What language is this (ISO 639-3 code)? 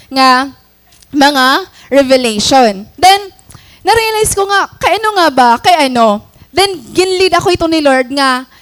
war